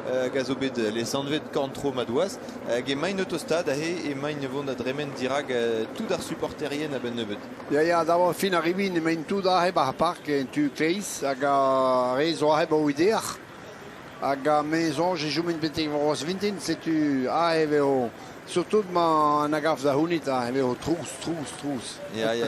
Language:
Breton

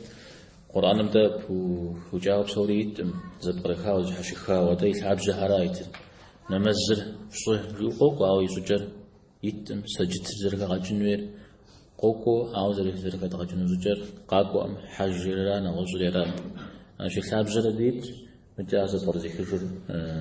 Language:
Kabardian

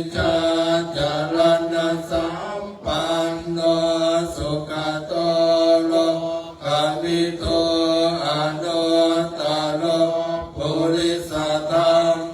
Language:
Pali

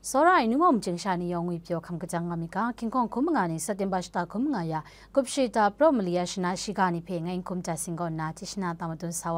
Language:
Kachin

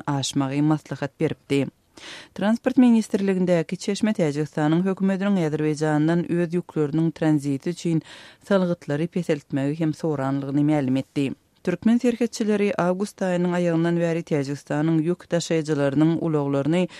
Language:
Turkmen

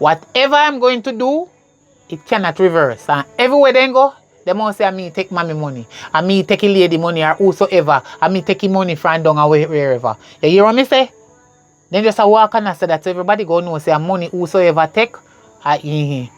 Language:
Jamaican Creole English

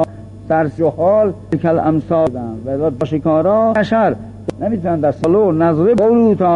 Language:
Persian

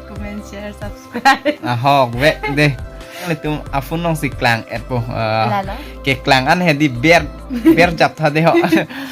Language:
Karbi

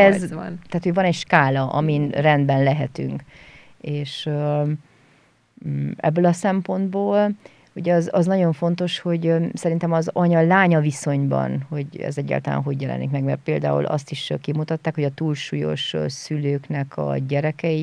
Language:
Hungarian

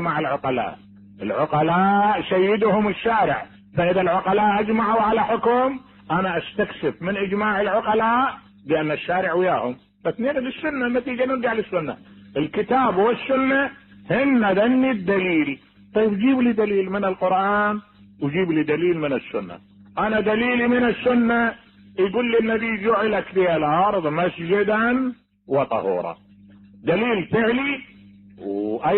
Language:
Mesopotamian Arabic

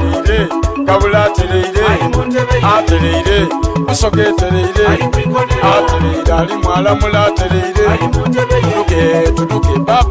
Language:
Soga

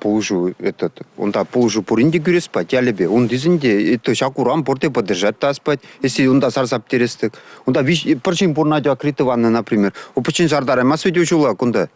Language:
Chuvash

